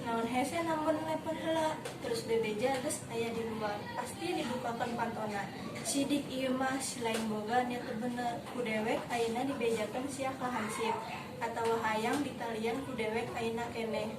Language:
Sundanese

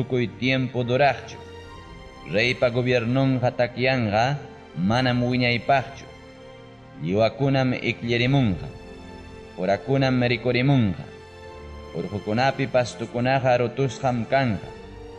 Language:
Ayacucho Quechua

